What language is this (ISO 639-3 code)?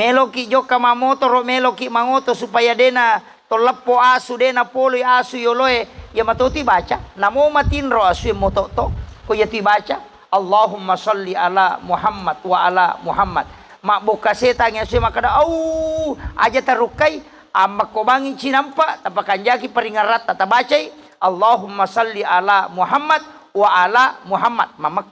bug